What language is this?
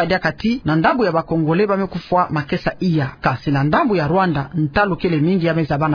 Kituba (Democratic Republic of Congo)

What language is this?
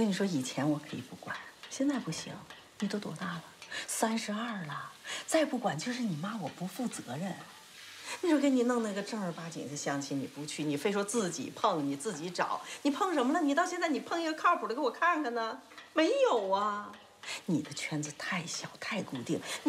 Chinese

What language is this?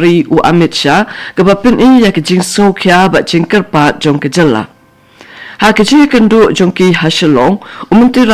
Khasi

